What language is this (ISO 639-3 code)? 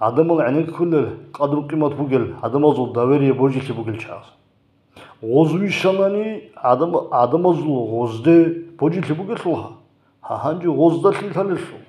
ava